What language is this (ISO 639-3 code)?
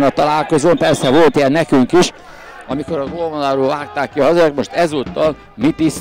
hun